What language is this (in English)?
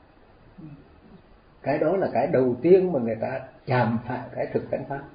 Vietnamese